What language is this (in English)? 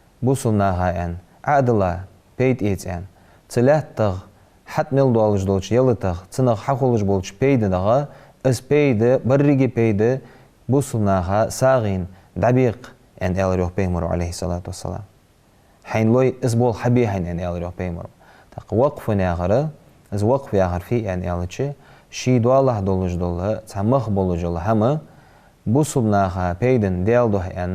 Ingush